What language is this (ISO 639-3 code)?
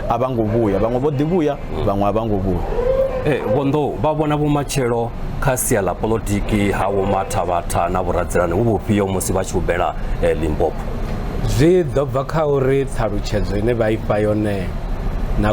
ven